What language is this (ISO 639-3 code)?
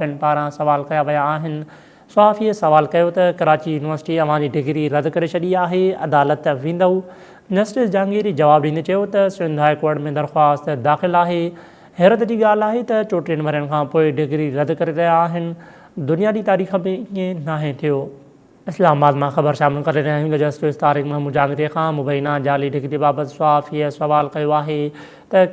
snd